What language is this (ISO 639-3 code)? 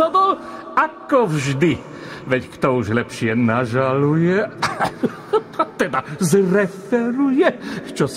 slk